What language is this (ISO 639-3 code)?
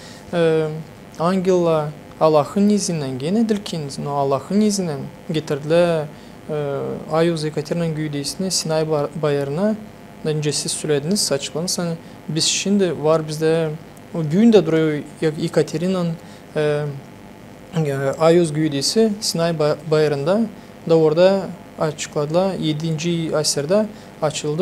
gag